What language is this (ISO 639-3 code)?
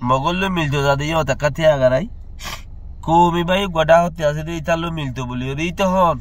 rhg